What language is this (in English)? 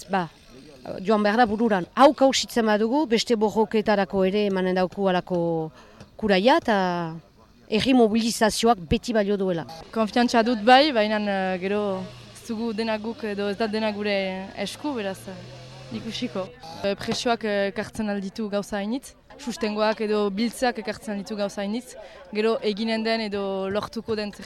Basque